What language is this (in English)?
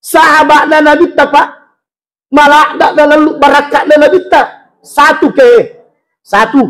Buginese